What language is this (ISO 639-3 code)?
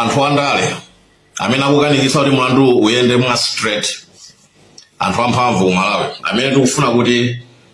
nya